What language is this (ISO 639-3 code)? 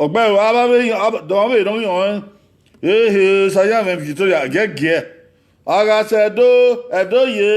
bin